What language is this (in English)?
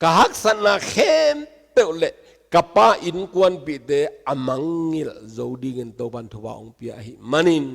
Tedim Chin